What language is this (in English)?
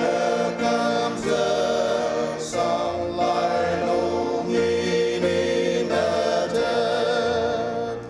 Ao Naga